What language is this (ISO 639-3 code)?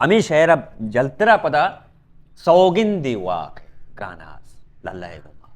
bal